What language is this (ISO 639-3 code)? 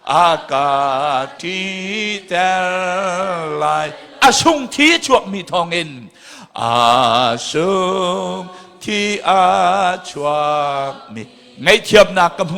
cnh